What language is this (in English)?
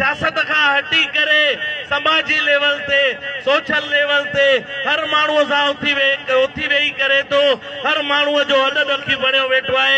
Sindhi